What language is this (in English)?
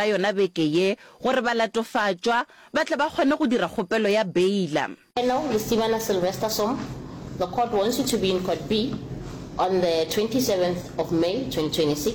Northern Sotho